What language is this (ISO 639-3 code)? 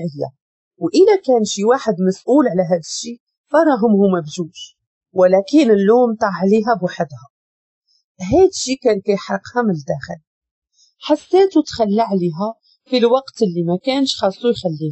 ary